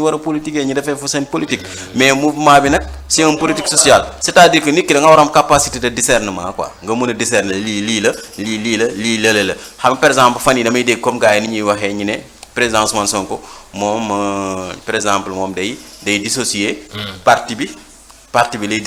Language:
Wolof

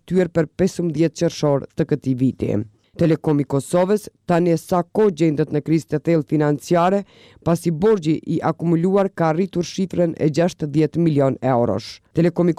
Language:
Albanian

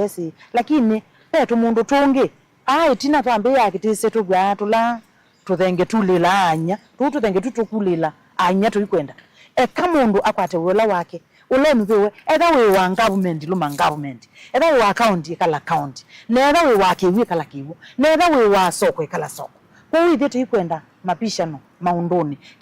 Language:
Kamba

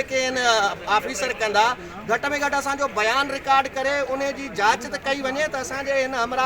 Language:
Sindhi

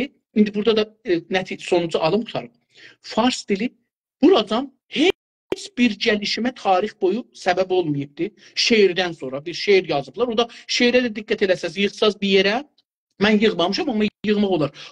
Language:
South Azerbaijani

